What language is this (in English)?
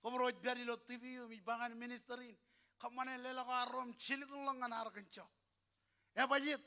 Marshallese